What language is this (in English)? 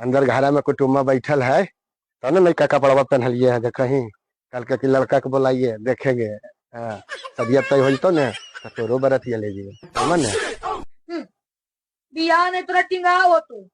Magahi